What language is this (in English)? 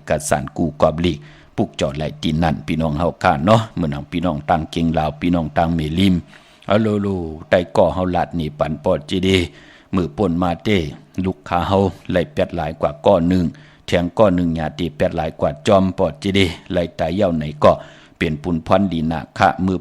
Shan